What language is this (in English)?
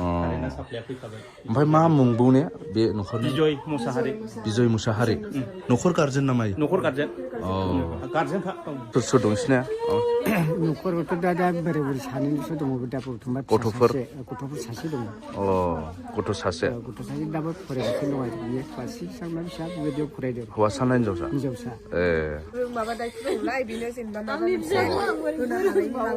Bodo